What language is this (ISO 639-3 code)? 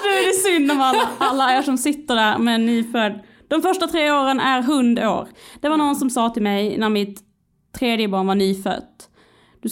swe